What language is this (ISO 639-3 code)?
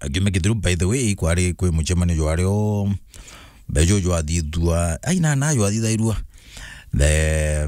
mer